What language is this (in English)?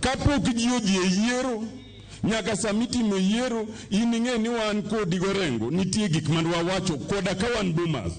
Luo (Kenya and Tanzania)